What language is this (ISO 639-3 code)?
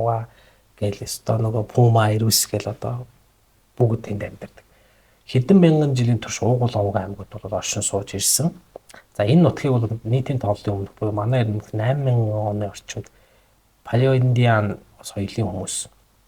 mon